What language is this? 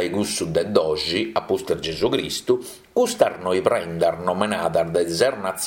Sardinian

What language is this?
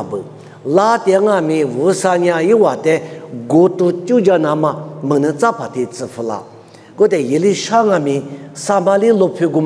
Lisu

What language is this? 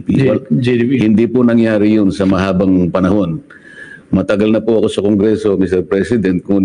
Filipino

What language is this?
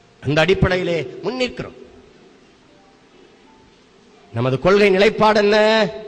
Tamil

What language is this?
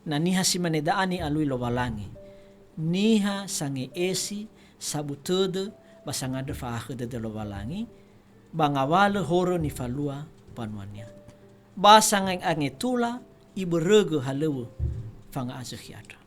Nias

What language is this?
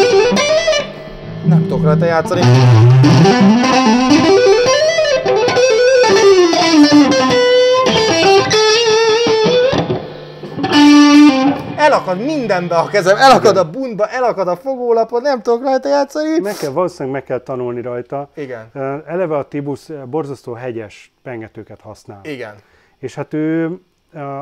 Hungarian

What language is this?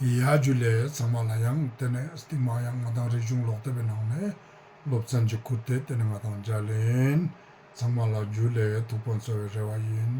Ladakhi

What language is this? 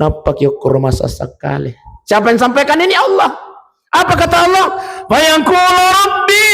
Buginese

